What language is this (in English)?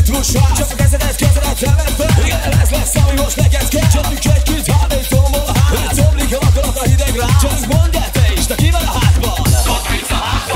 Hungarian